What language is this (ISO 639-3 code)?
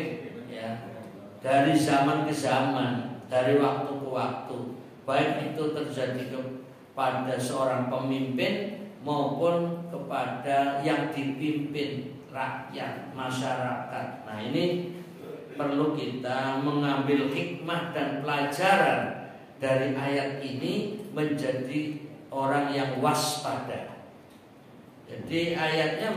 ind